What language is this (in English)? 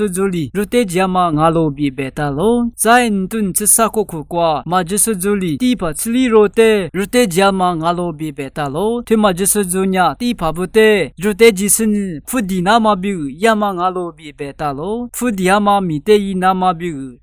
Lisu